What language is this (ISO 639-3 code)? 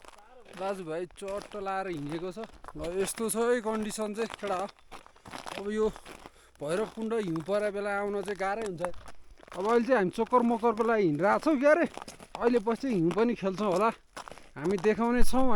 nep